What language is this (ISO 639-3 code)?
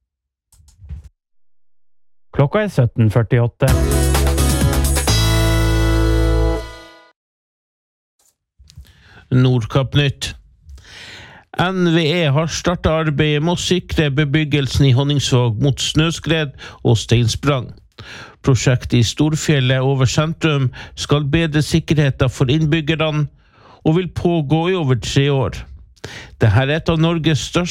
nor